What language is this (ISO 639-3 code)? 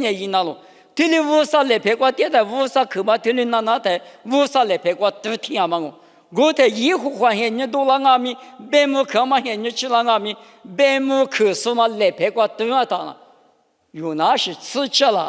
lis